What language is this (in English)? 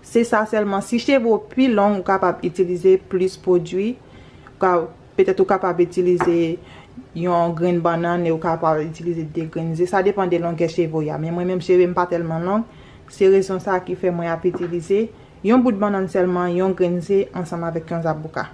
Haitian Creole